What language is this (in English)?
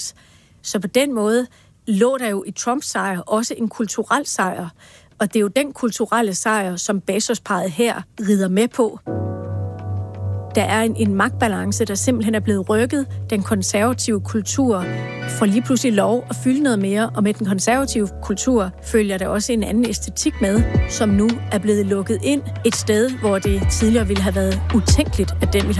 Danish